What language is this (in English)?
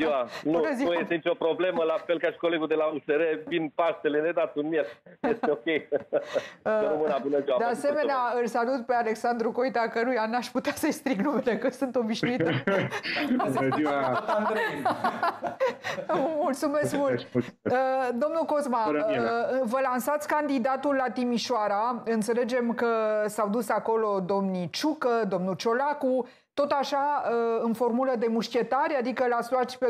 Romanian